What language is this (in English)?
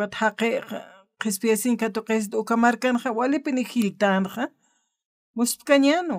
Aymara